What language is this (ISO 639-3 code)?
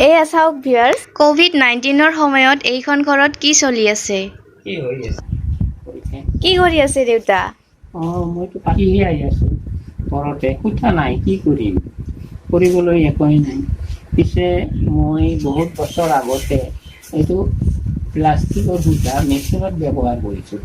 asm